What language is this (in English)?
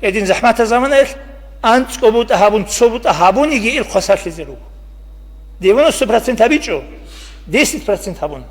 Avaric